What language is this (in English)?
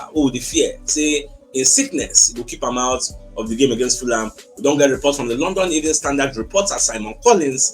Nigerian Pidgin